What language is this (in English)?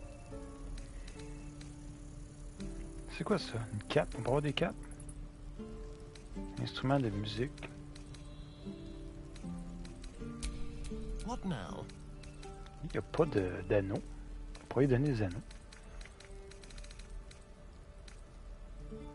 French